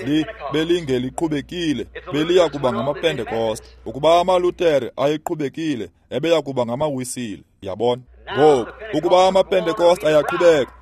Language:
Xhosa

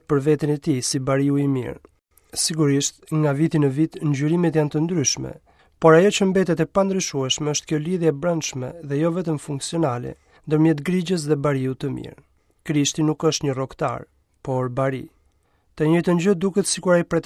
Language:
Albanian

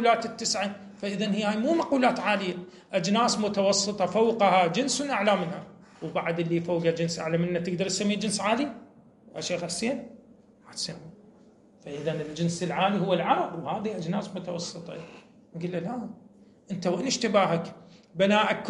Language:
Moroccan Arabic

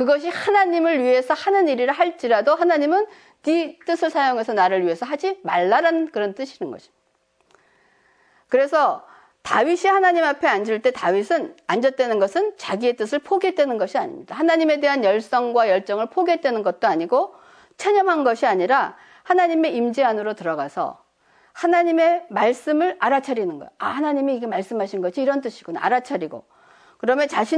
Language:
Korean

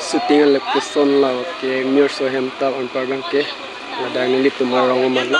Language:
Karbi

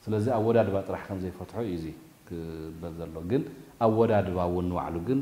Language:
Tigrinya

